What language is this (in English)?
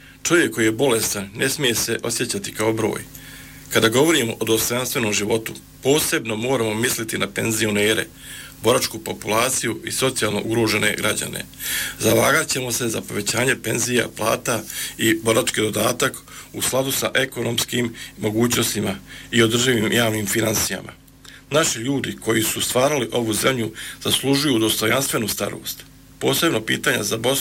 Bosnian